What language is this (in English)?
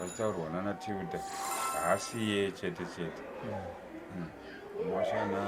Shona